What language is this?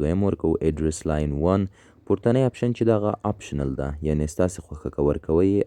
Pashto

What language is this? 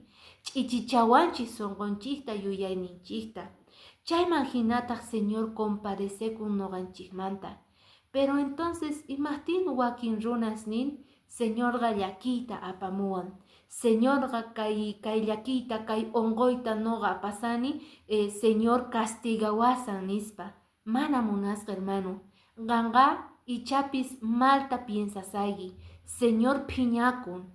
Quechua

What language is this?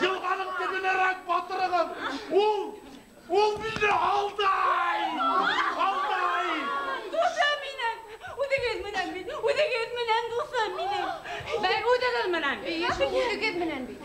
Bashkir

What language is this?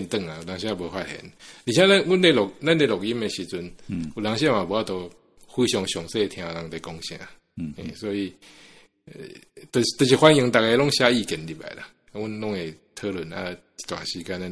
Min Nan Chinese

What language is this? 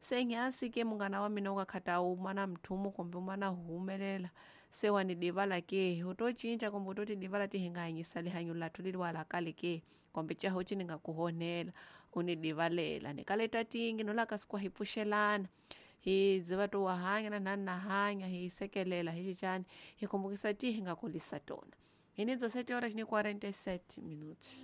Tsonga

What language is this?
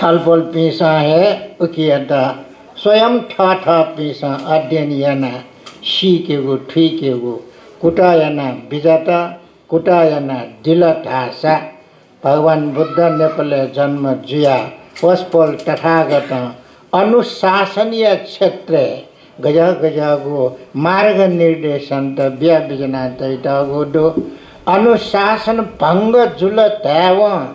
Newari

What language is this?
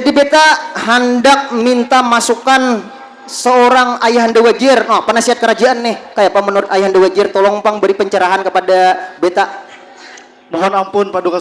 Banjar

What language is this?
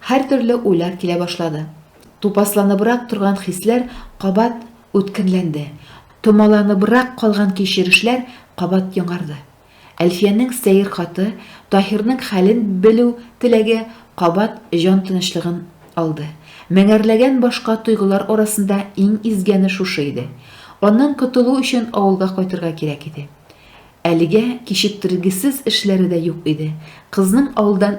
Tatar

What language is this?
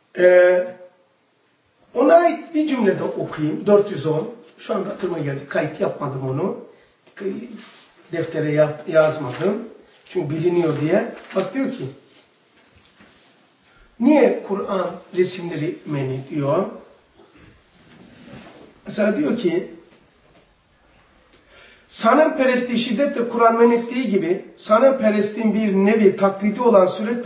Turkish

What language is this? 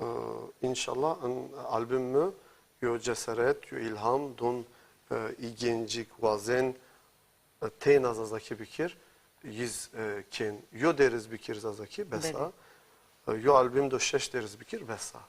Zaza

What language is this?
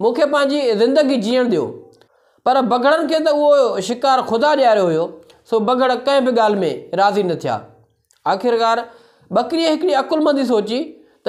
Sindhi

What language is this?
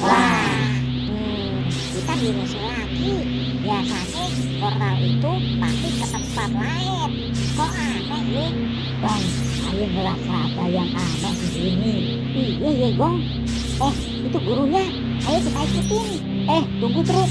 Betawi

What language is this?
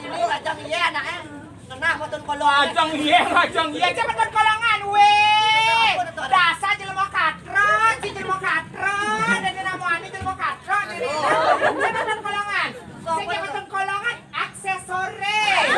Balinese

